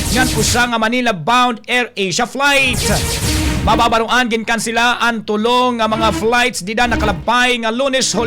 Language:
Waray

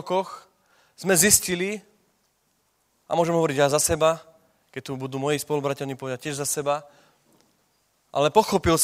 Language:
Slovak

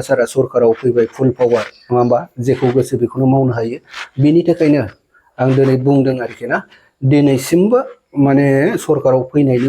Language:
Bodo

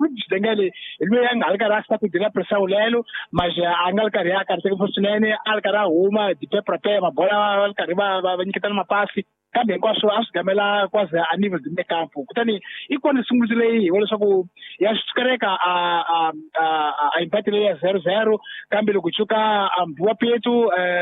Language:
Tsonga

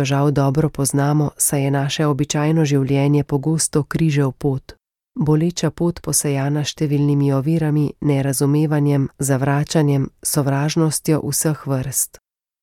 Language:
Slovenian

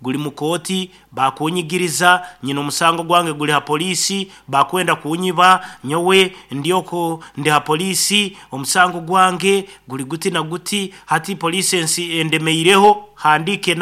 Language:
Nyoro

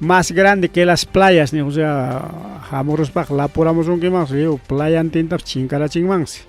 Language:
Ayacucho Quechua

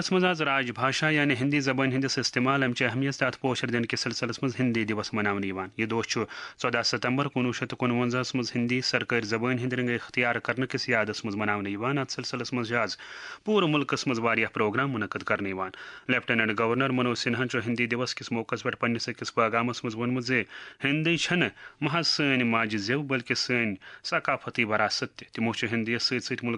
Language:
Kashmiri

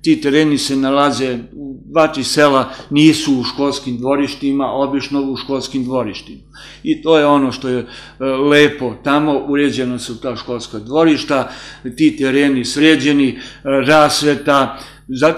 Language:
Serbian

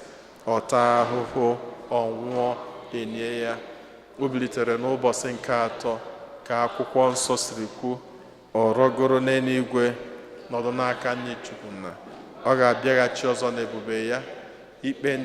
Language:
Igbo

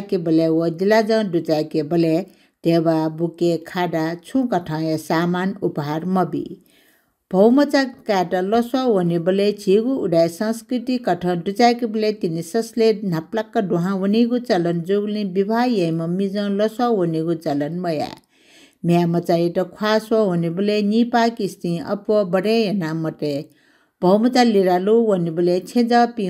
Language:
Newari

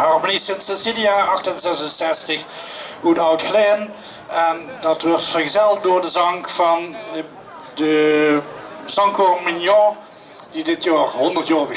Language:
Limburgish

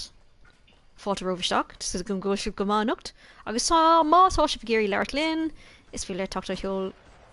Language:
Irish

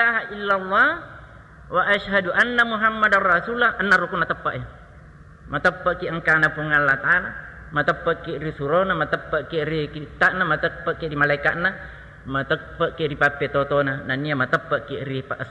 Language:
Buginese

